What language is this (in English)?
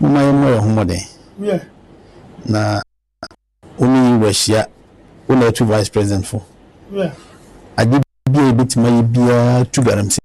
Akan